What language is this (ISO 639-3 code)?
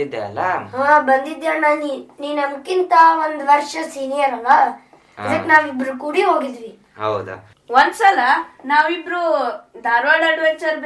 kan